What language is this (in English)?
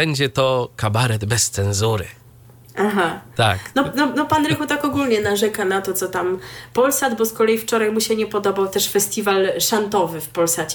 Polish